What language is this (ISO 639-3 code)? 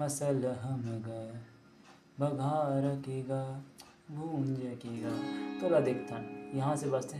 hne